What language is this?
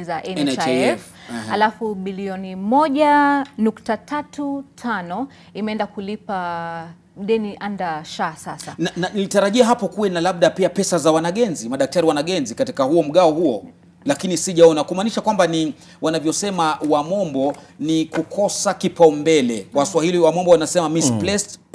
Swahili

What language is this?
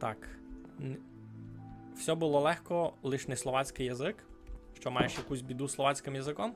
Rusyn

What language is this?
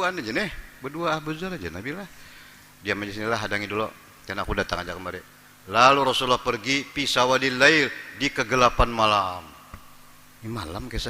Banjar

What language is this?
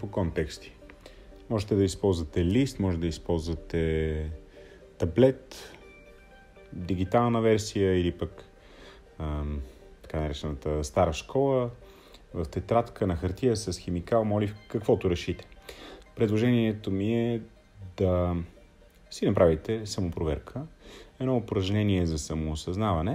Bulgarian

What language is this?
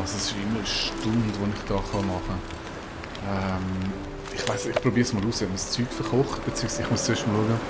Swiss German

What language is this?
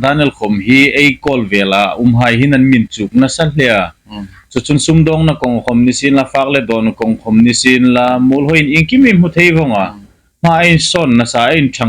Hmar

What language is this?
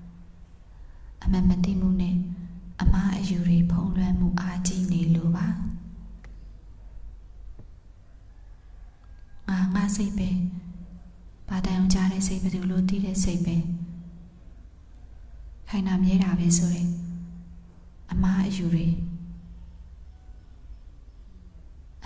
Burmese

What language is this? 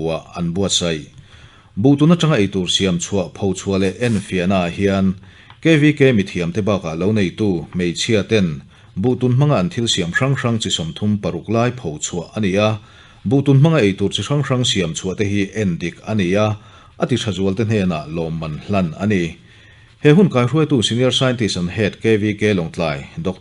Mizo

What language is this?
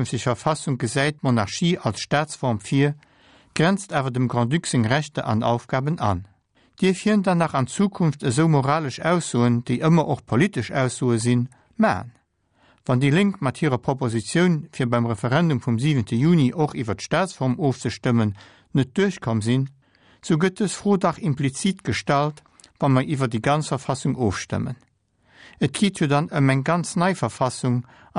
Luxembourgish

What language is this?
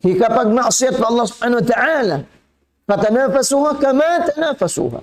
Tausug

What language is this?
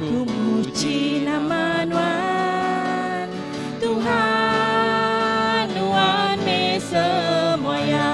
Iban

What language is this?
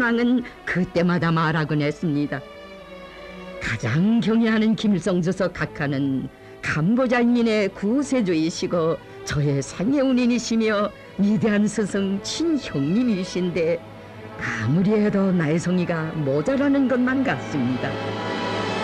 Korean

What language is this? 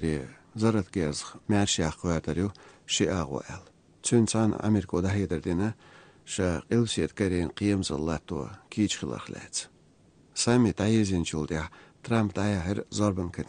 Chechen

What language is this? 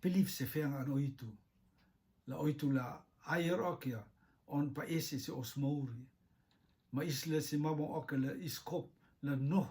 Rotuman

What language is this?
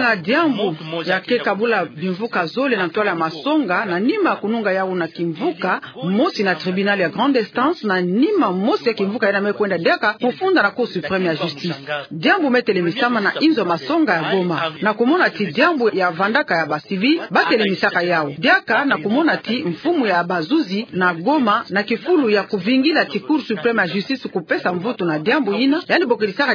Kituba (Democratic Republic of Congo)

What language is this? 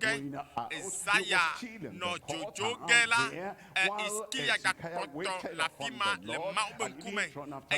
Ewe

